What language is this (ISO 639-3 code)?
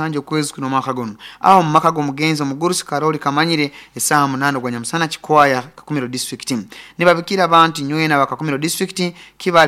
nyn